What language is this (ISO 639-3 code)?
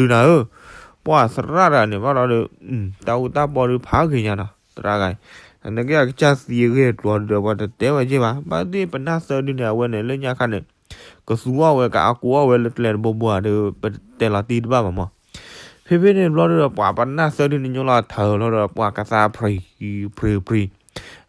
ksw